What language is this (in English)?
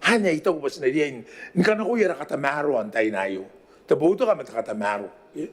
Gilbertese